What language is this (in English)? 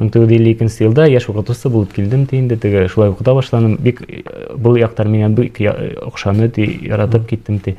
Bashkir